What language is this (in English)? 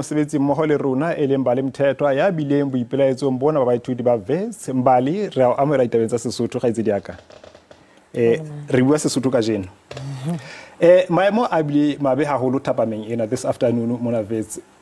Southern Sotho